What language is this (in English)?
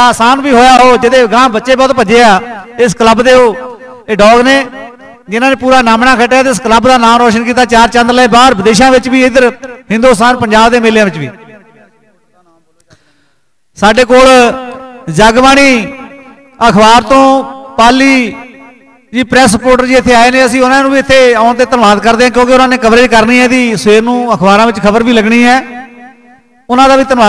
Punjabi